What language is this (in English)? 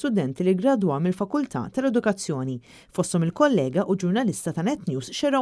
Maltese